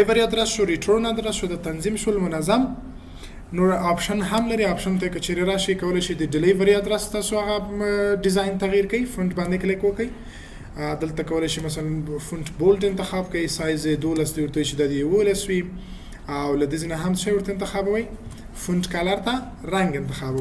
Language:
Pashto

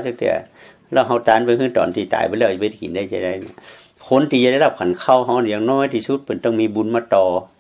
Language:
Lao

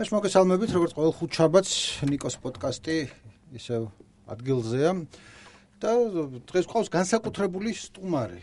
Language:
Georgian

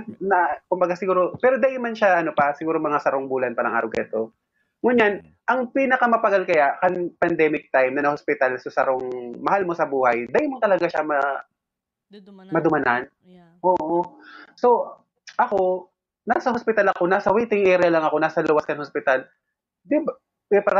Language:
Bikol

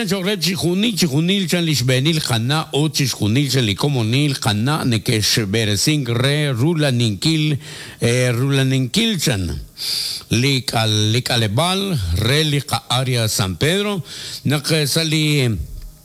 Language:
Kekchí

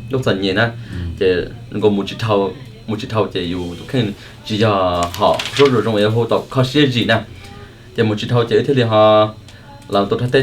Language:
Hmong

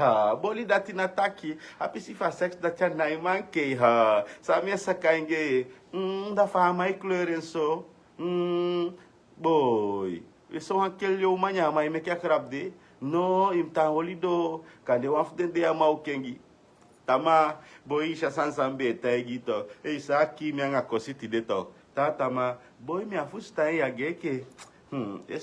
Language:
Sranan Tongo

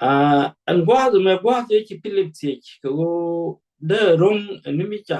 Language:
Nuer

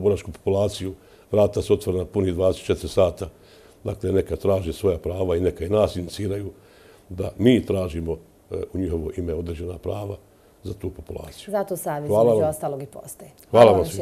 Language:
Bosnian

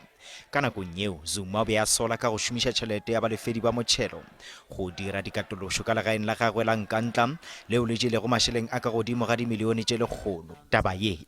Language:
Northern Sotho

